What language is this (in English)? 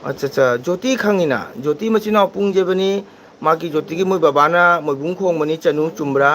Manipuri